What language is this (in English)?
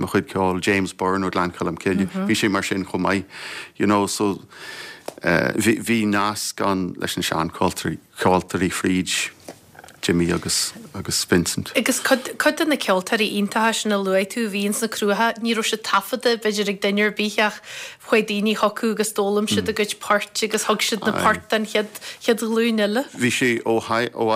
Irish